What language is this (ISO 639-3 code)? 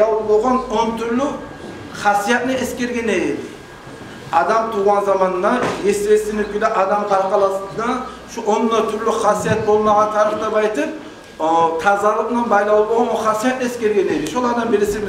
kum